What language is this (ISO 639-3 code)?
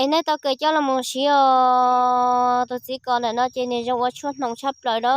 hmn